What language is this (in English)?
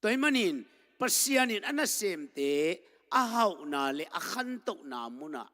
Tedim Chin